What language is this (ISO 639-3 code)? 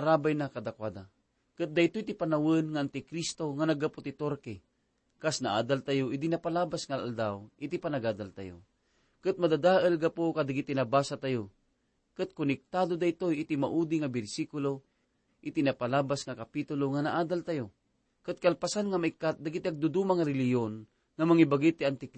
ilo